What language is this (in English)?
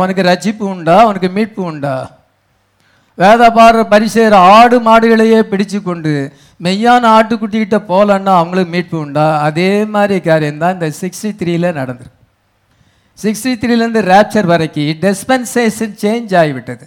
Tamil